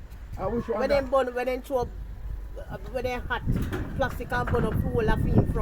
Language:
Jamaican Creole English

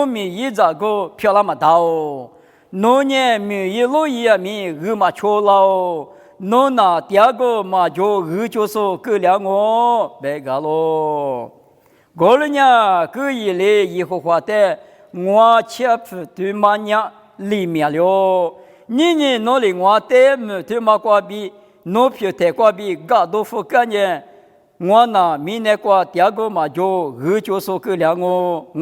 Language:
Lisu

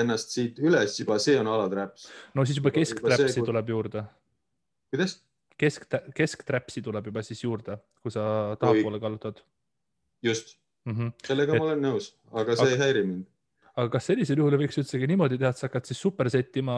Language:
Estonian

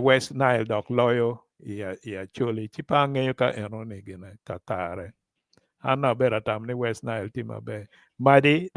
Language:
Acoli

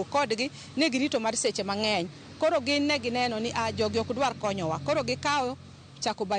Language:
Luo (Kenya and Tanzania)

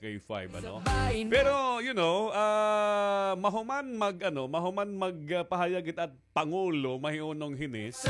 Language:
Waray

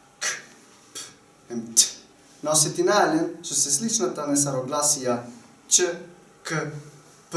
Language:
Balkan Romani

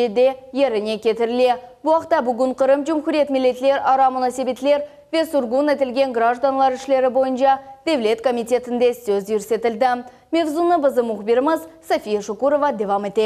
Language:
Crimean Tatar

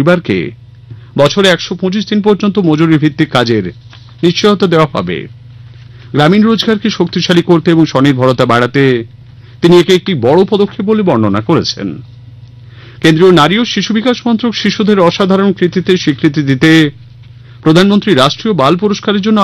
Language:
Bangla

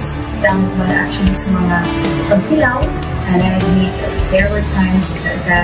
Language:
Hiligaynon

